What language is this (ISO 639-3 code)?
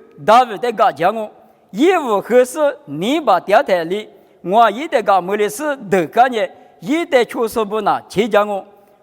lis